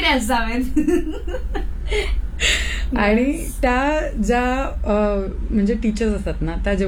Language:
Marathi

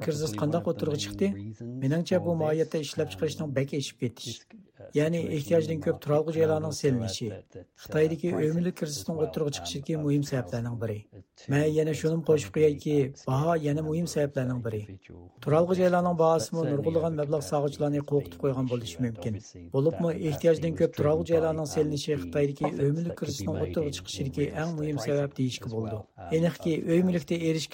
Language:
Uyghur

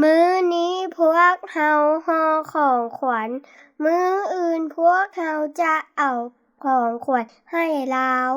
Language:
Lao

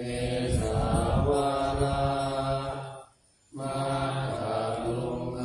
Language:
Pali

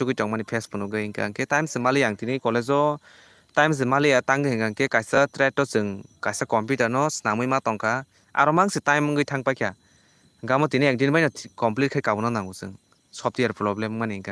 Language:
Kok Borok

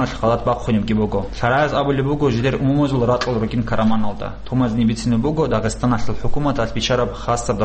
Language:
Avaric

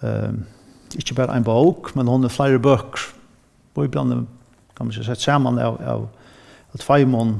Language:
Faroese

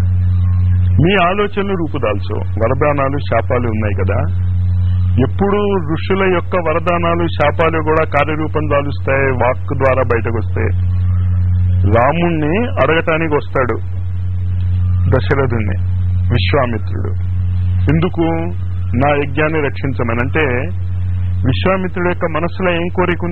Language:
Telugu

